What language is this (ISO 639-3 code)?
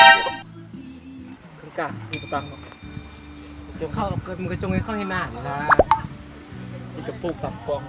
lao